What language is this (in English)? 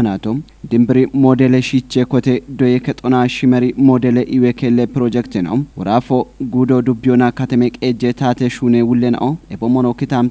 Kafa